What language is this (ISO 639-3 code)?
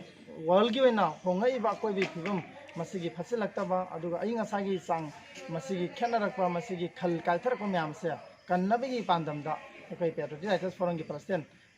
mni